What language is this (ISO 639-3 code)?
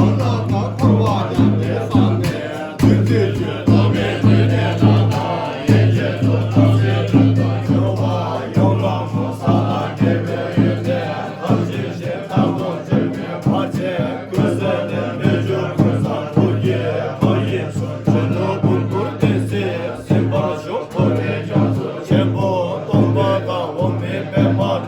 bod